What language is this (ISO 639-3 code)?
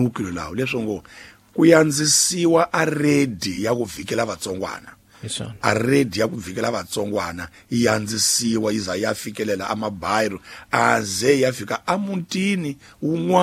tso